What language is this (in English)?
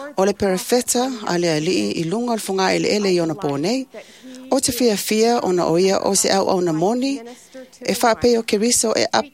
Samoan